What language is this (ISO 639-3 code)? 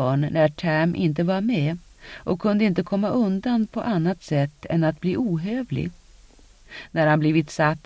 swe